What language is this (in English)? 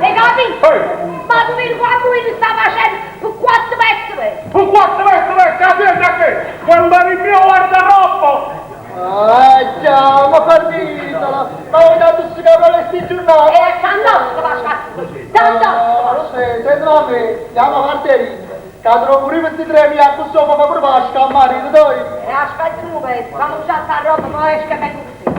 Neapolitan